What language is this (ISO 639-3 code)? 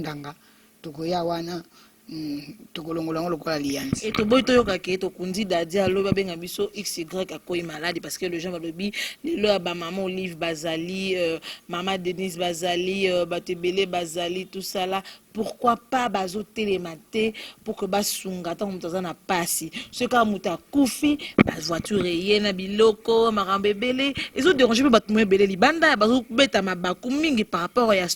lin